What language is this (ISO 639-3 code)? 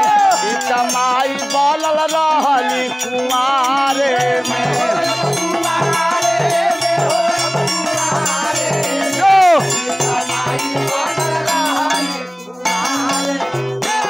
bho